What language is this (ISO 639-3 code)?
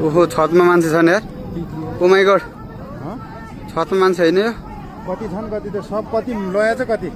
nep